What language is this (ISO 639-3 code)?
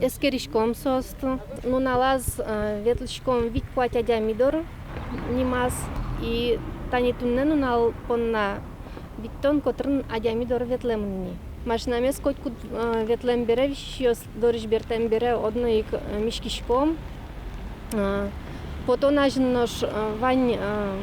udm